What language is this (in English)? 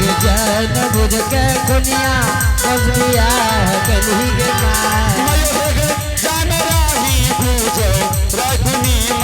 Angika